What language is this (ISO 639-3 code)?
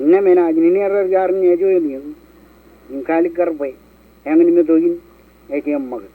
mah